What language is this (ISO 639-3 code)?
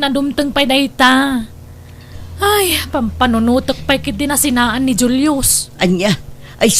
ilo